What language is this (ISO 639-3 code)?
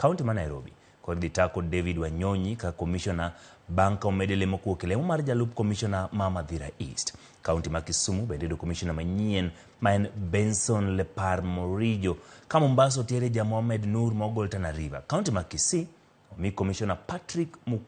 luo